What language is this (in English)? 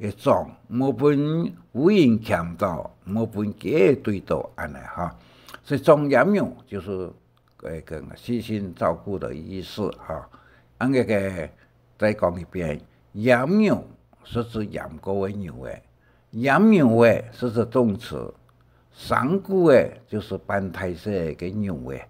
Hakka Chinese